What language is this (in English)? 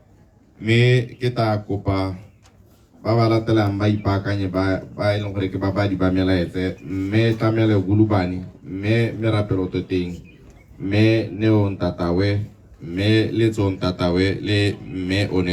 Tswana